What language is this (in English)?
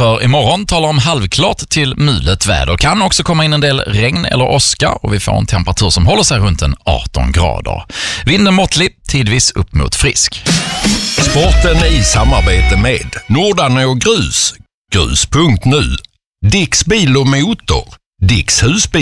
Swedish